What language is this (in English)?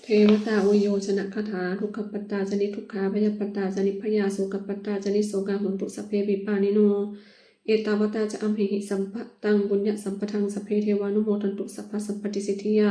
Pali